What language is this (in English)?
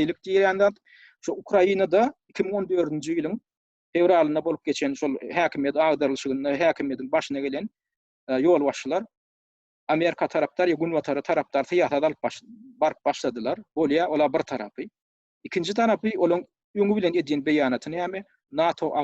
Turkmen